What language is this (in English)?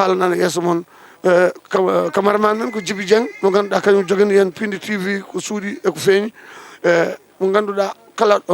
Fula